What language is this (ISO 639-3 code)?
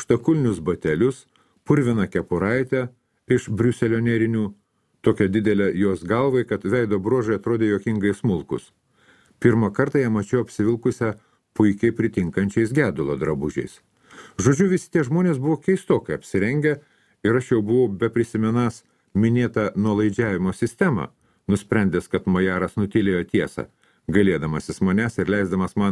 lit